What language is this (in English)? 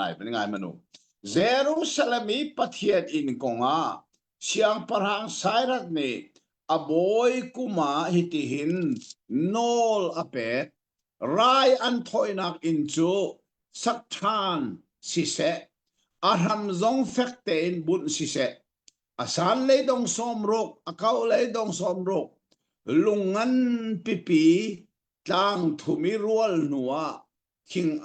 Hakha Chin